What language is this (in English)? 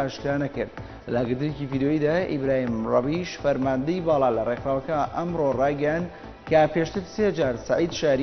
Central Kurdish